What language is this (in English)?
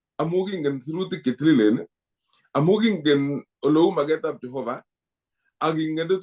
Kalenjin